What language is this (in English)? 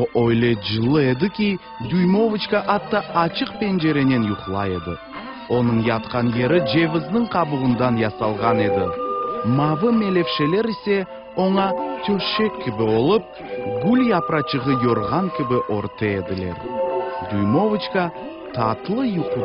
Crimean Tatar